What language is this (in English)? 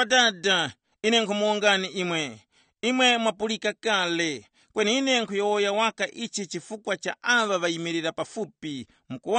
Tumbuka